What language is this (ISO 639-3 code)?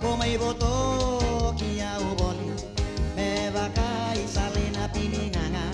fij